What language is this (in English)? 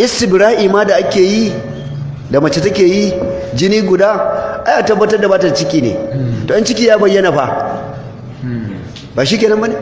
Hausa